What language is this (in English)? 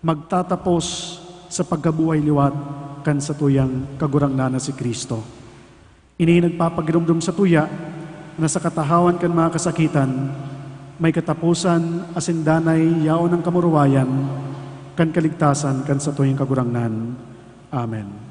Bikol